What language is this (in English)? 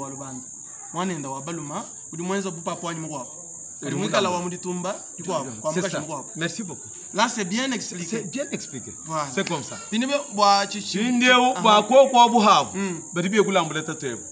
Luba-Lulua